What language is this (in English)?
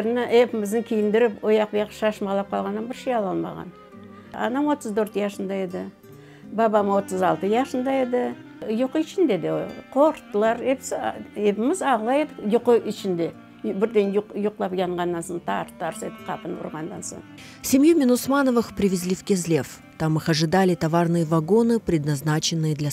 Crimean Tatar